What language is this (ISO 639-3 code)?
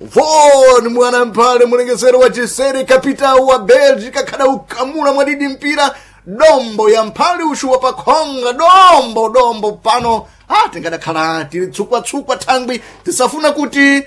seh